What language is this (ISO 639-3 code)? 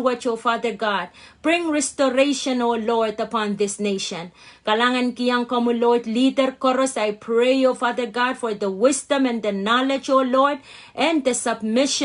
pon